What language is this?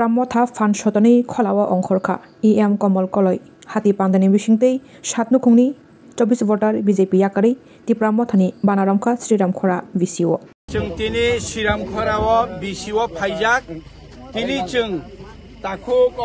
Kok Borok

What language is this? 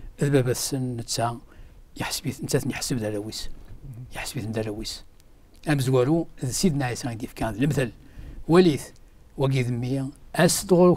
Kabyle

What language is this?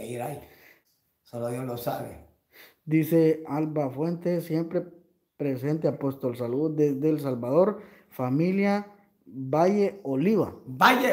Spanish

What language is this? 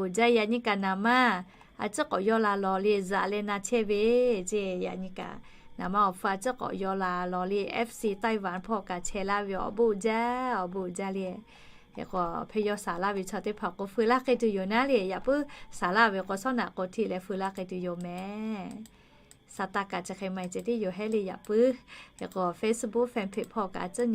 Lahu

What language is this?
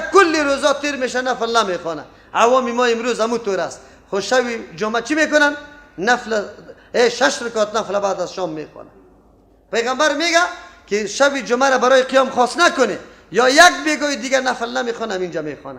Persian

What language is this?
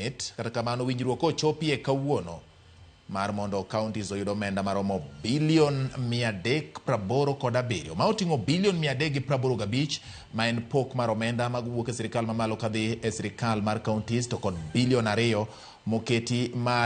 Luo (Kenya and Tanzania)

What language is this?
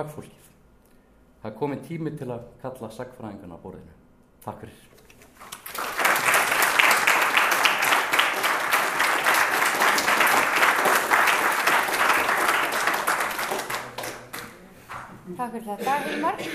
Icelandic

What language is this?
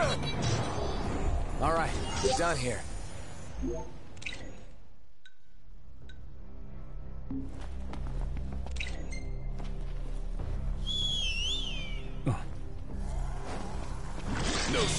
English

